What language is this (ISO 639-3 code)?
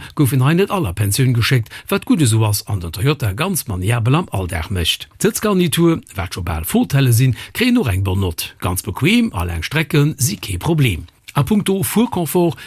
ltz